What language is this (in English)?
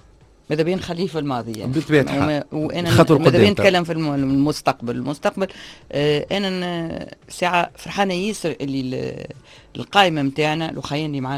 Tunisian Arabic